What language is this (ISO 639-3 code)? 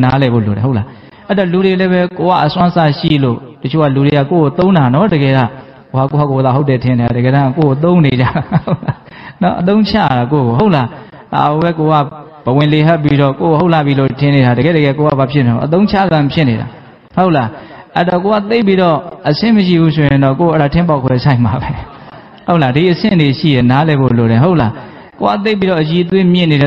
mya